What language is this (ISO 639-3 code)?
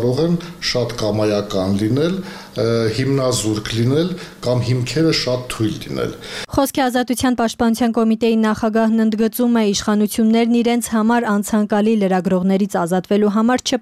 hye